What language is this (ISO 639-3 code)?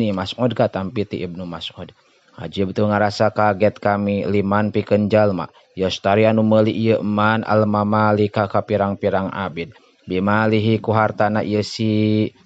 sun